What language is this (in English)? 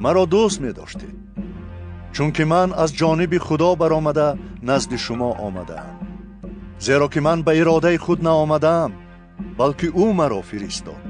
Tajik